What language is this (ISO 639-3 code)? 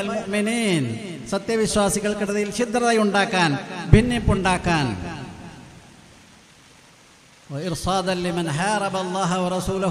mal